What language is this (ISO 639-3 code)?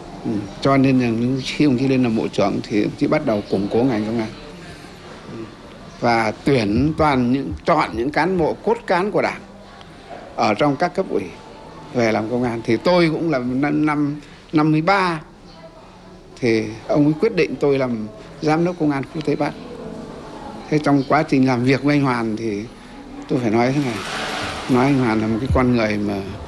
vie